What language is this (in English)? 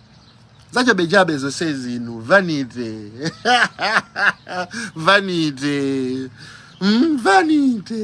Nyanja